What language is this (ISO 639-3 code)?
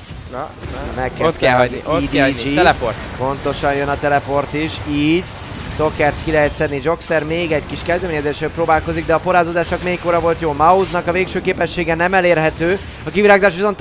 hun